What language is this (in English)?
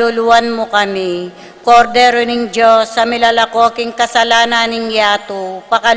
Pampanga